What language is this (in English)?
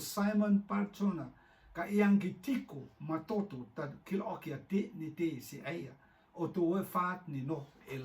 Rotuman